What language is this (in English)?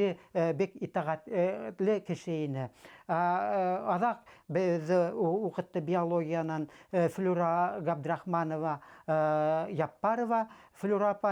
Bashkir